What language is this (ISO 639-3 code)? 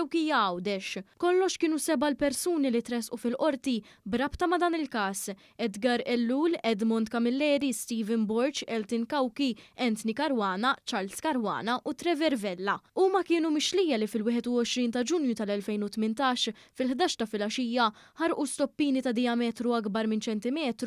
mlt